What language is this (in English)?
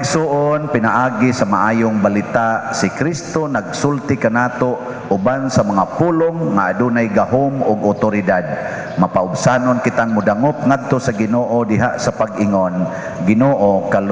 Cebuano